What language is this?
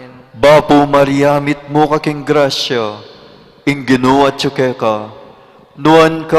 Pampanga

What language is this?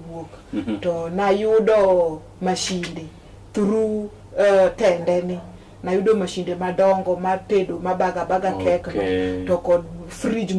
Luo (Kenya and Tanzania)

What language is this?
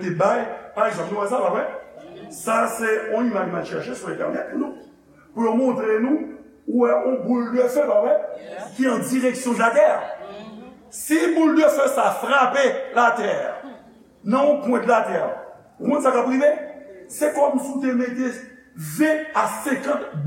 Haitian Creole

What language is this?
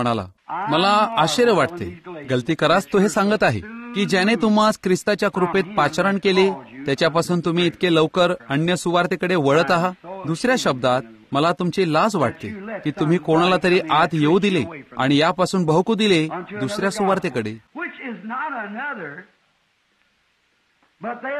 Marathi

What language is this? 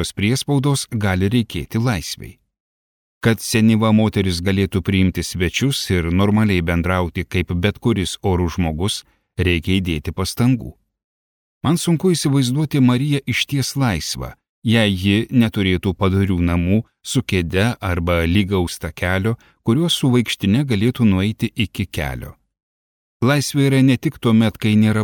Lithuanian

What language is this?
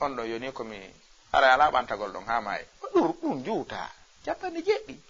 Fula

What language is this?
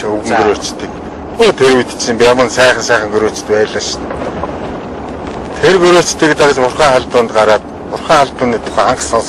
Mongolian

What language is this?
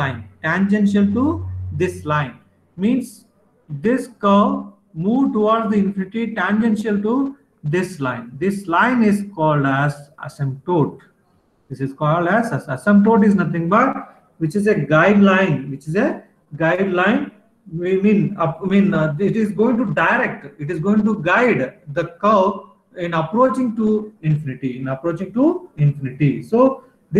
English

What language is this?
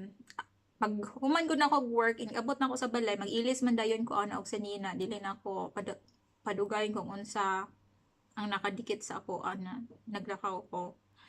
Cebuano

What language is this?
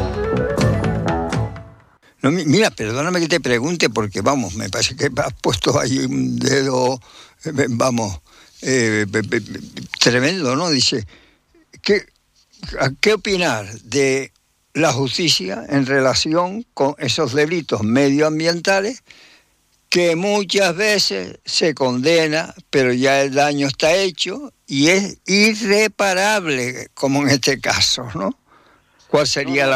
Spanish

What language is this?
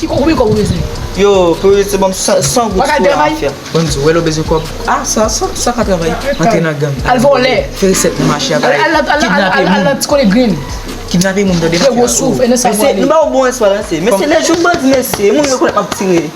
Haitian Creole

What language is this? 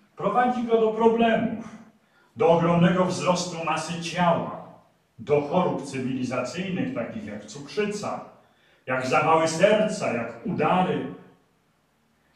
Polish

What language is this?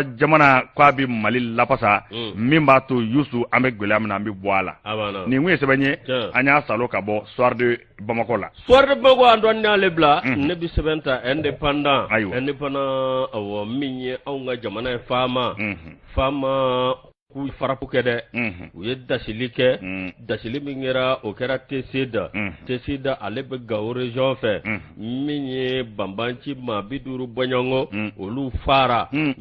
Bambara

